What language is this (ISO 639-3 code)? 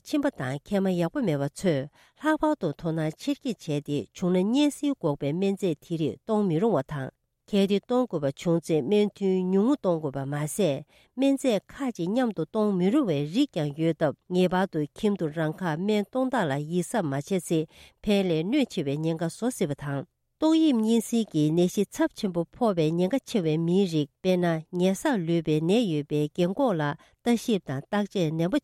bod